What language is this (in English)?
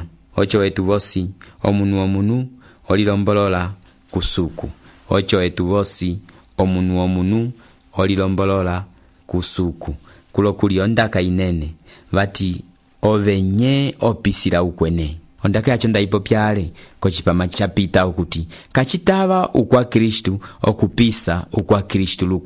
Umbundu